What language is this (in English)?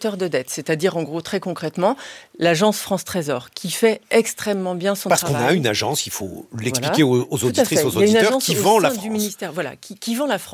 French